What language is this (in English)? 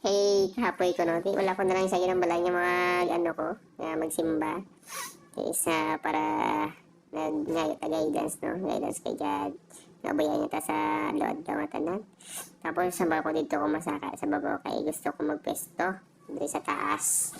Hiligaynon